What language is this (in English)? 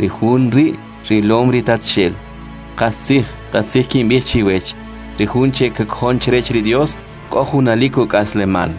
Kʼicheʼ